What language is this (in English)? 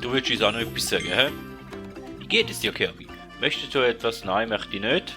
Swiss German